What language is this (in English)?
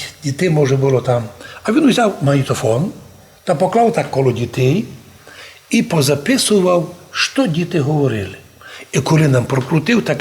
Rusyn